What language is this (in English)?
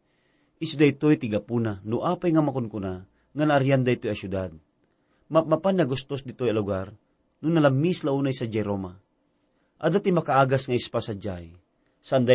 Iloko